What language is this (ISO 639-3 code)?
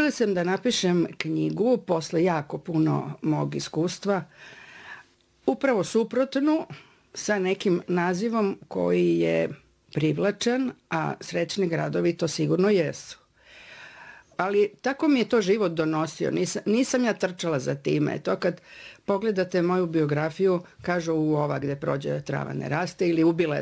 srp